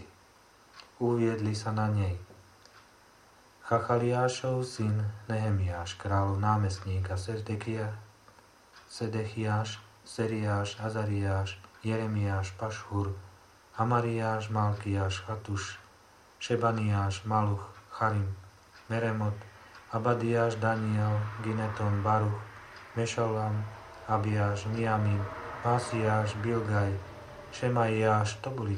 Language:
Slovak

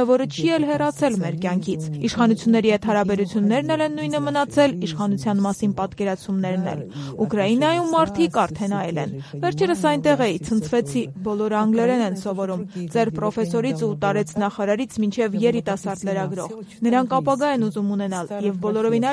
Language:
Armenian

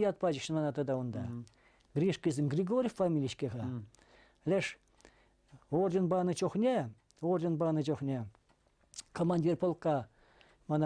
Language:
Chuvash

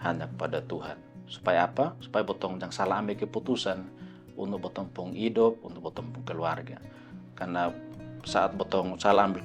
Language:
Kupang Malay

